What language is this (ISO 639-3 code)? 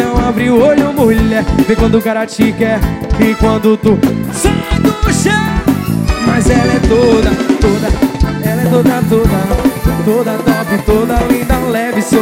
por